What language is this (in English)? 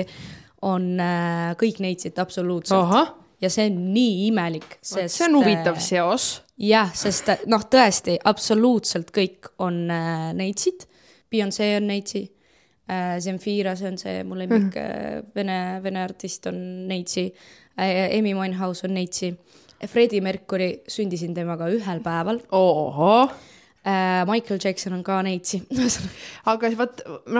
Estonian